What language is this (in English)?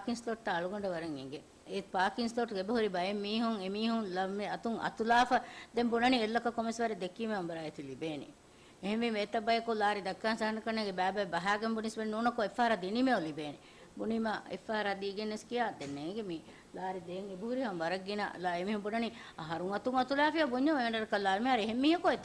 Divehi